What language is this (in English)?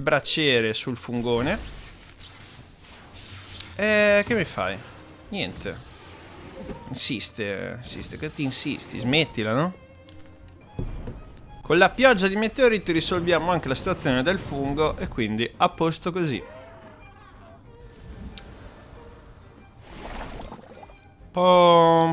Italian